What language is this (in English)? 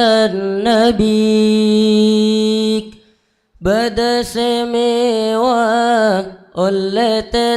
Madurese